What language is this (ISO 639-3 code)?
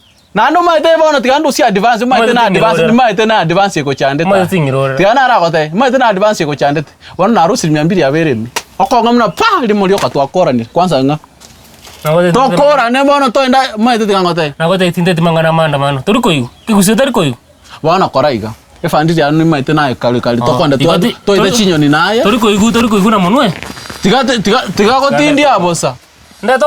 guz